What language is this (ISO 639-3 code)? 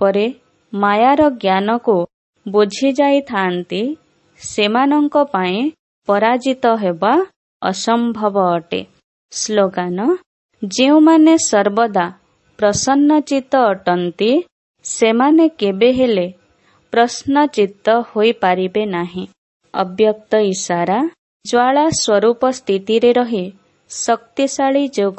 ori